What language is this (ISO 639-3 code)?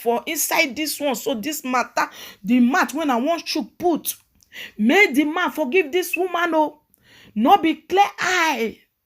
pcm